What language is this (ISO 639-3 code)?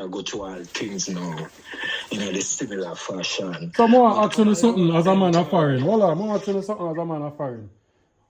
jam